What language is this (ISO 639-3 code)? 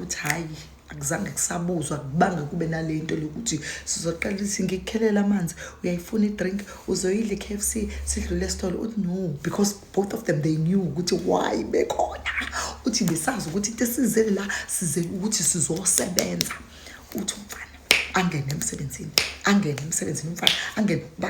zul